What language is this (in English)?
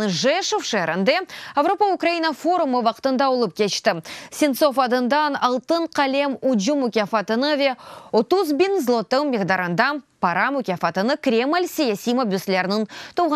Crimean Tatar